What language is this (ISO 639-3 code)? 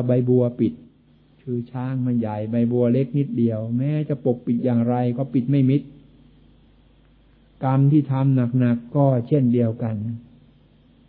tha